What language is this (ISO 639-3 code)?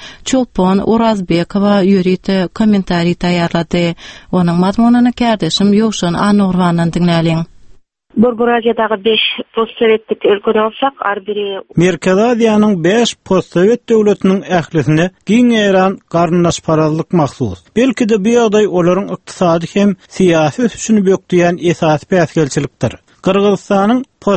tuk